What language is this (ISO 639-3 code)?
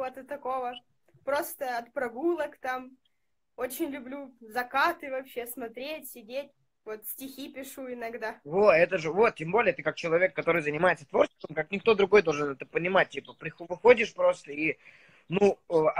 rus